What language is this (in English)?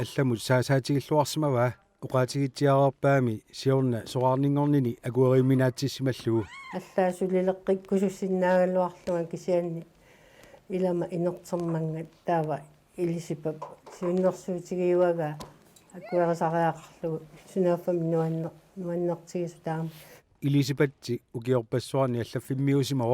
Kalaallisut